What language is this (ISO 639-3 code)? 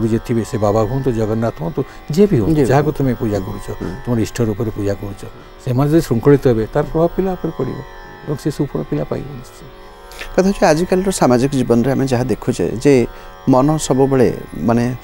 ori